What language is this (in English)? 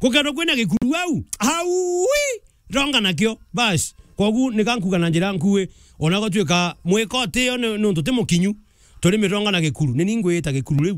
Meru